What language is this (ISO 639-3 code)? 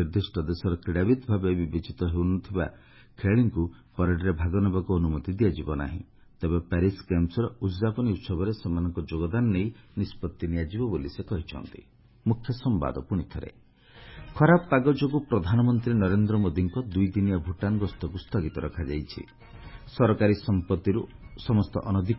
ori